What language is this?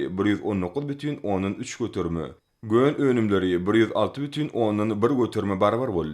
Turkmen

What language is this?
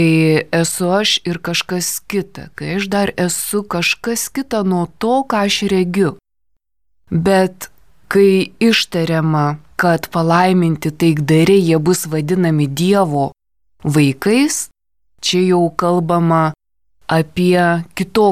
Lithuanian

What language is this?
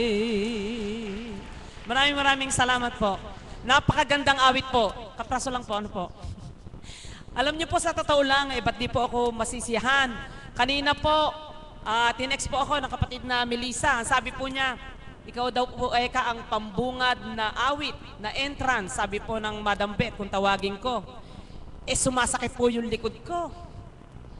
Filipino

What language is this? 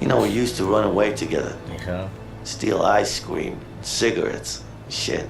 Swiss German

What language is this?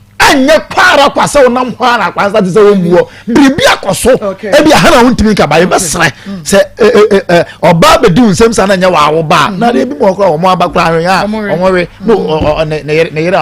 Akan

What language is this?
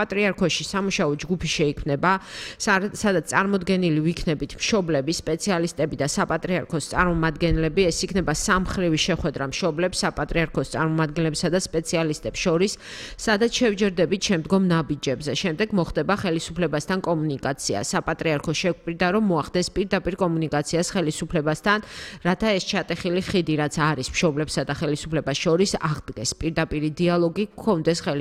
Georgian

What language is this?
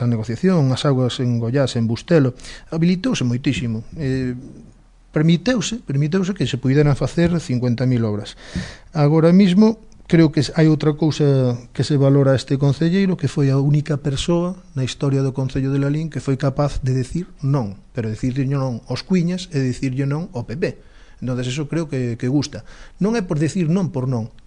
Galician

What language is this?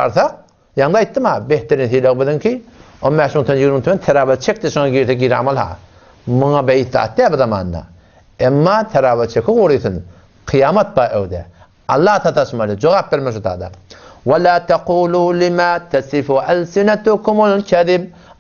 Turkmen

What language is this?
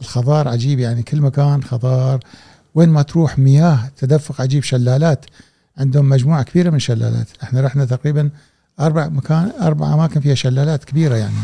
Gulf Arabic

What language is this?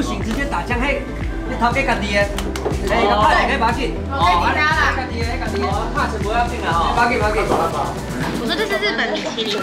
Chinese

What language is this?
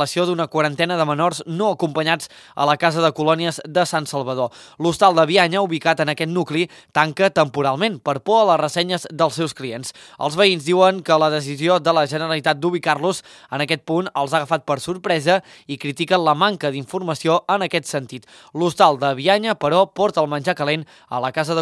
Catalan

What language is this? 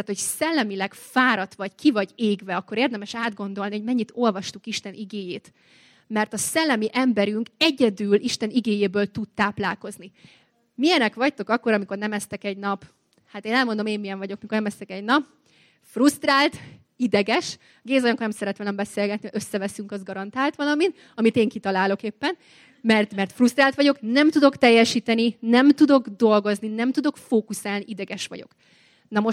Hungarian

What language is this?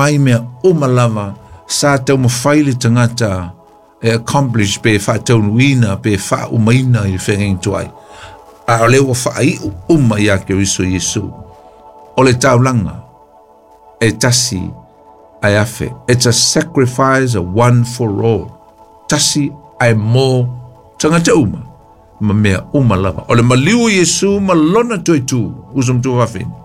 Samoan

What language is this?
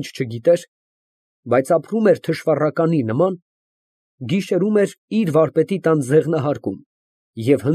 Armenian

